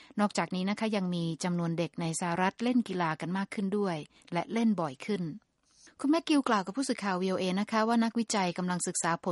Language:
Thai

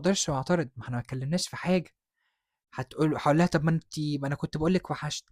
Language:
Egyptian Arabic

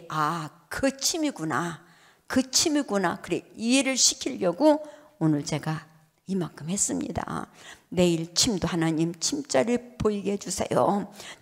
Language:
Korean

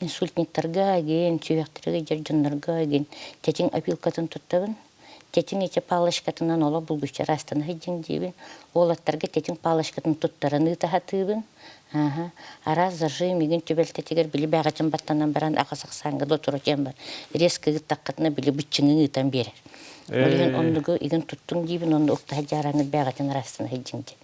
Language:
Yakut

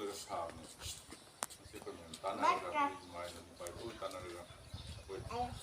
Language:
Manipuri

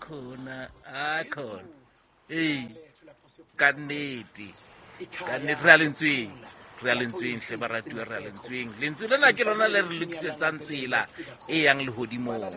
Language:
Southern Sotho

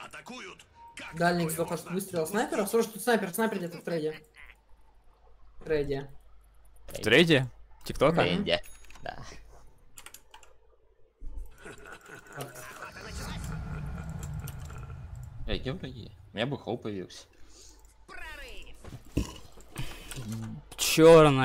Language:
Russian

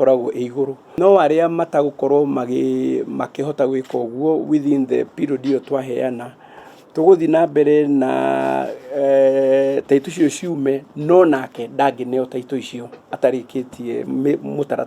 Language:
Kikuyu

